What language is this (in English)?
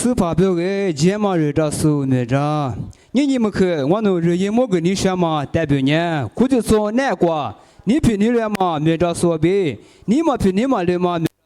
Lisu